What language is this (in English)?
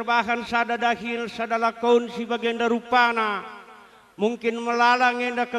Batak Karo